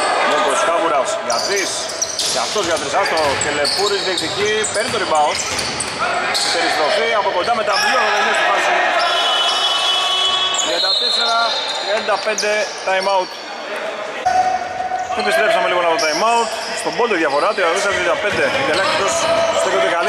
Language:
Greek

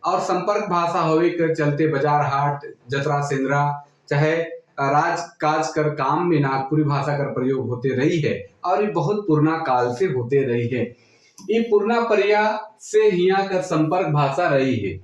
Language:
Sadri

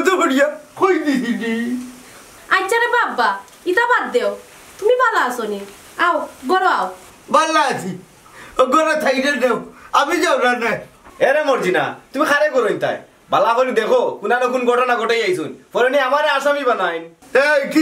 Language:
Sylheti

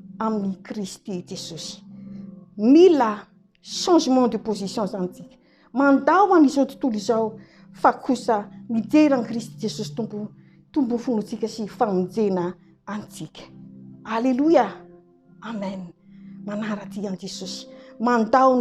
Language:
Malagasy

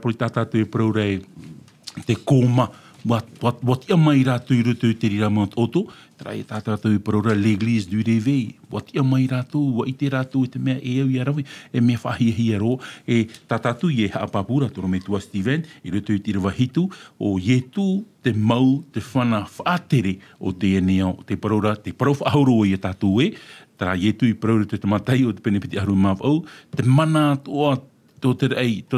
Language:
Tahitian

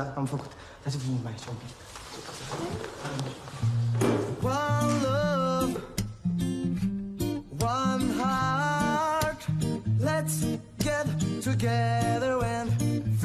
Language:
Romanian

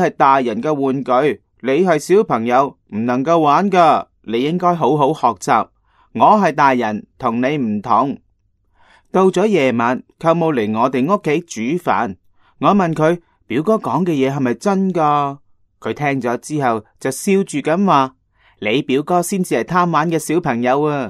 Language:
Cantonese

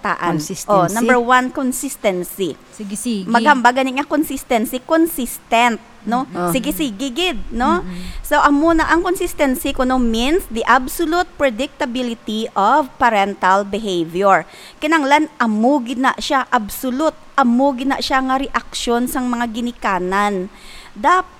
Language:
Hiligaynon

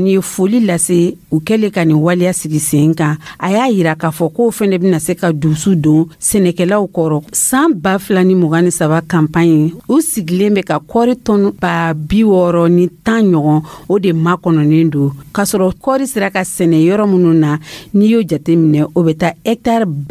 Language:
Dyula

